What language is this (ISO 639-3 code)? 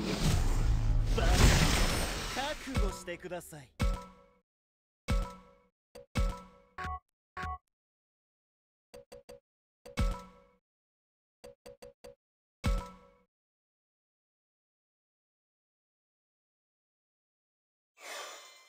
jpn